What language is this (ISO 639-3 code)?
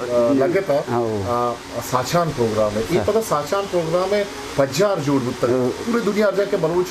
bal